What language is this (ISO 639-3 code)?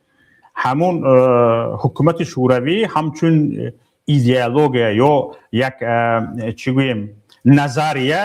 tgk